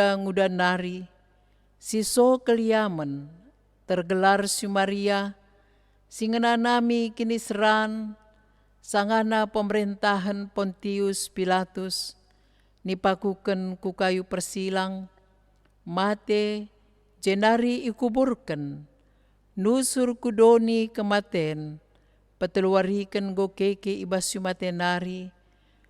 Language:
Batak Karo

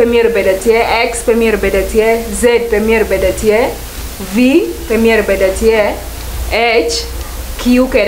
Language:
Lango (Uganda)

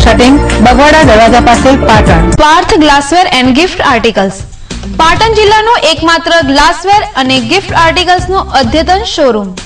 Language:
Gujarati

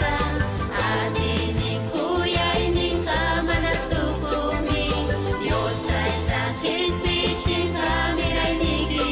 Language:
Ayacucho Quechua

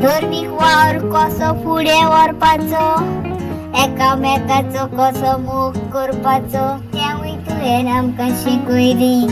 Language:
Konkani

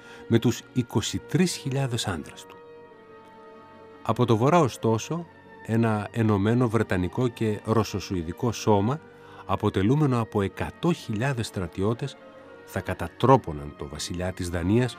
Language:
Greek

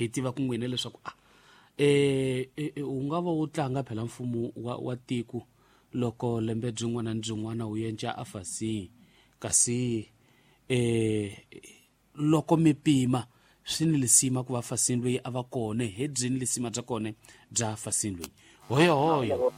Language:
Tsonga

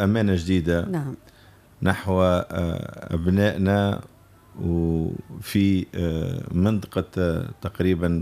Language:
Arabic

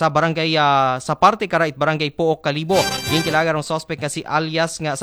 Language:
Aklanon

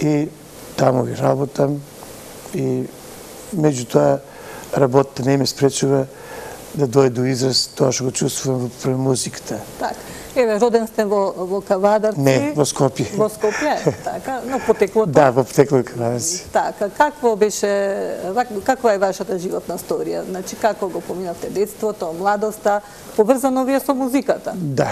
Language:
Macedonian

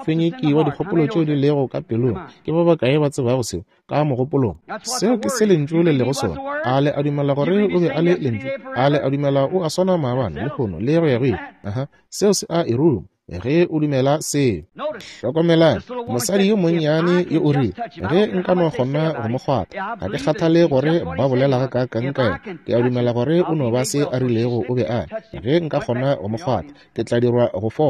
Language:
Northern Sotho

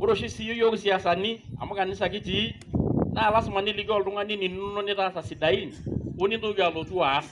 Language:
Masai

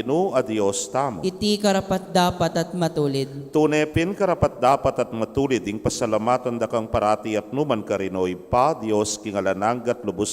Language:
Pampanga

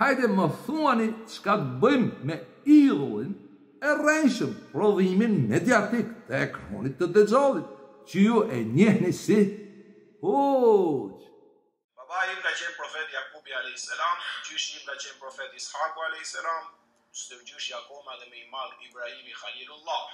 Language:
Albanian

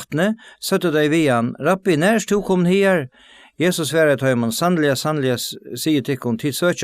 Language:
Faroese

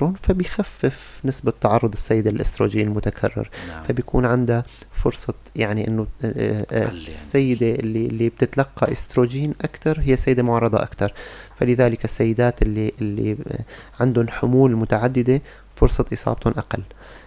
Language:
North Levantine Arabic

